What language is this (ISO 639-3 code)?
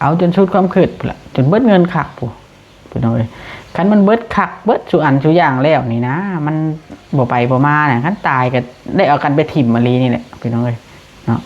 lao